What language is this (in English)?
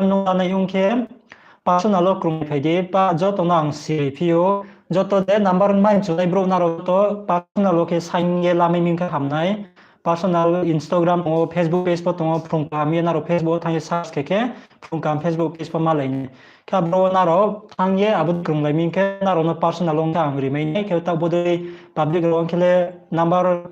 Riang (India)